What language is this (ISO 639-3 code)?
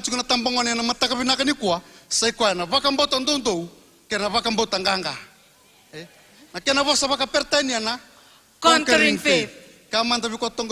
fij